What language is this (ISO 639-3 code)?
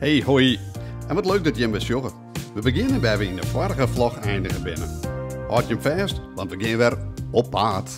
fry